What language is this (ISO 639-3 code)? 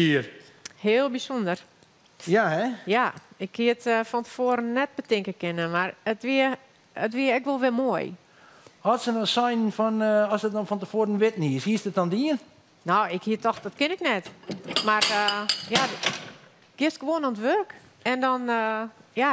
fry